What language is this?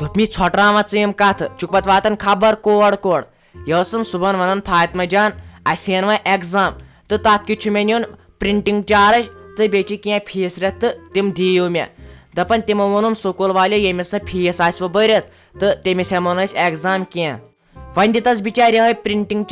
Kashmiri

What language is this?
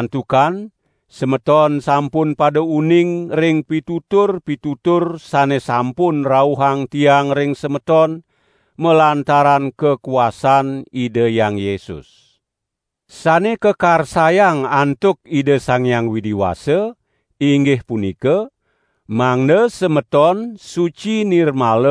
Balinese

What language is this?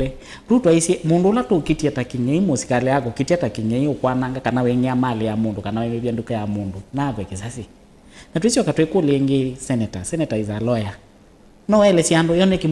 Kamba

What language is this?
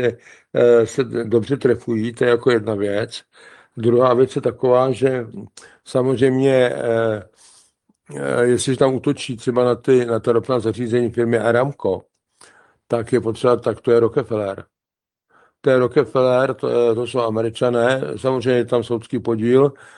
Czech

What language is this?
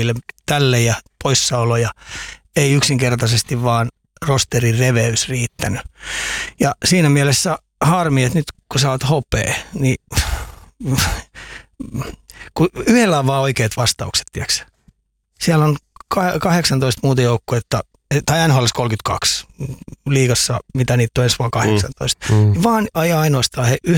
Finnish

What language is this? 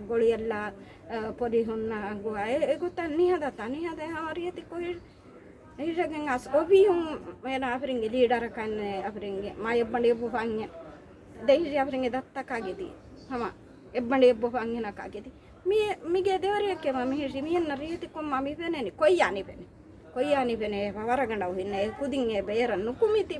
Divehi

